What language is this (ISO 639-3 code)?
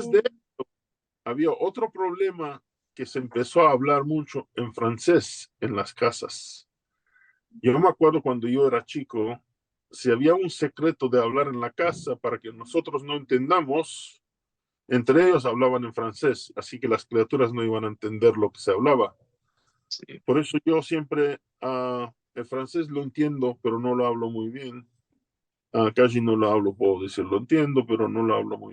lad